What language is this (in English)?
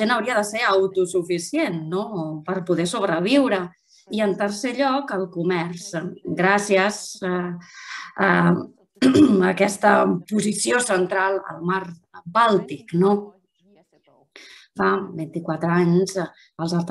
Catalan